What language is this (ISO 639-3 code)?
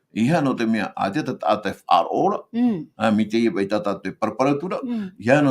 tah